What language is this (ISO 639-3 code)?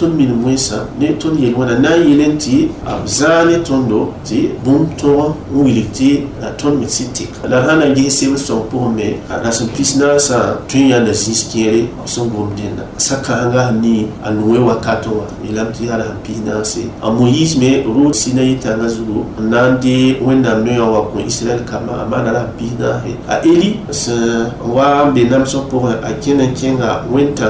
mos